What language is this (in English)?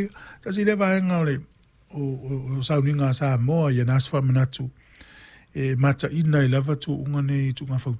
Samoan